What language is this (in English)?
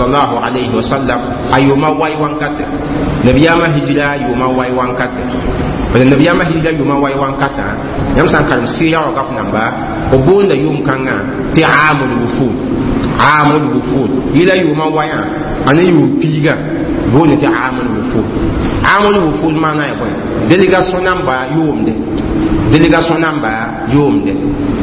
Mossi